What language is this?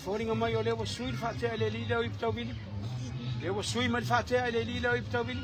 Samoan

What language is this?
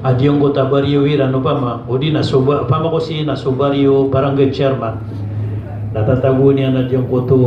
Maranao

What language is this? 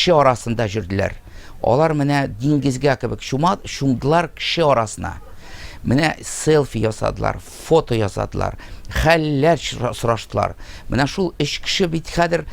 Tatar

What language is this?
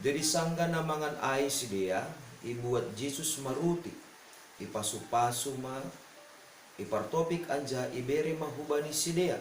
Batak Simalungun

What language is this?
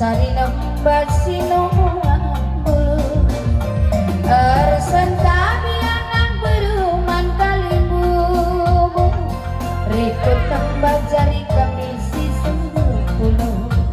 Batak Karo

